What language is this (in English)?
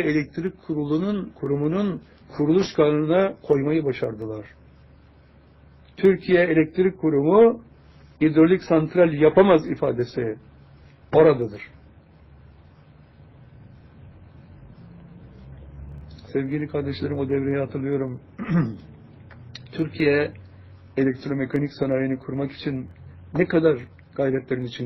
Turkish